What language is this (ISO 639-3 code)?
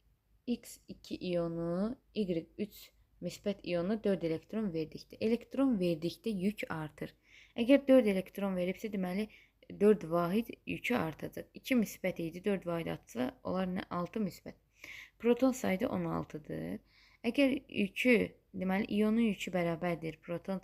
aze